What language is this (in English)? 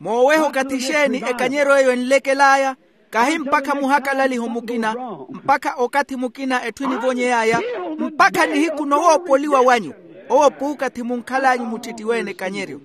Makhuwa